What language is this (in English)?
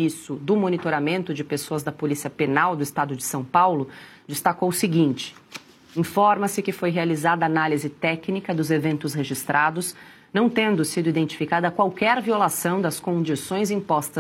Portuguese